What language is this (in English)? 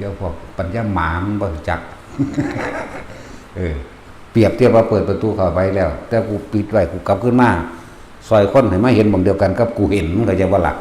Lao